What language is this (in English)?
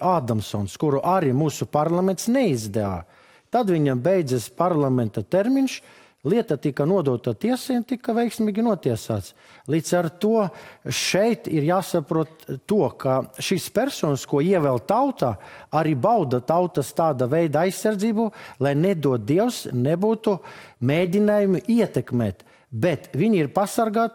Latvian